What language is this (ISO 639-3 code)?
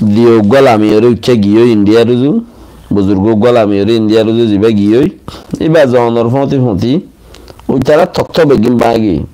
rhg